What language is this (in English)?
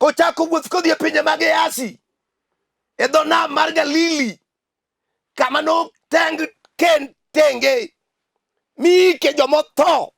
Luo (Kenya and Tanzania)